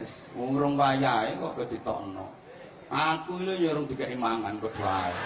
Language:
Javanese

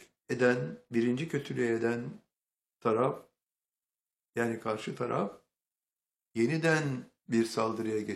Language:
Turkish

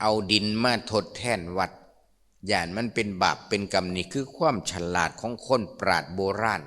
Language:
Lao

